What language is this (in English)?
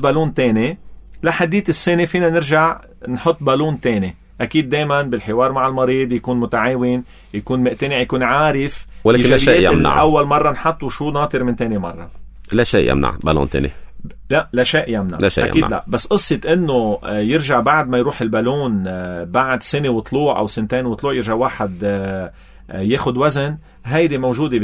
North Levantine Arabic